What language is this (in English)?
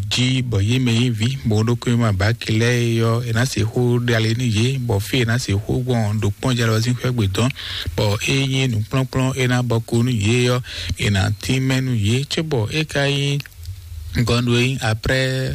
Fon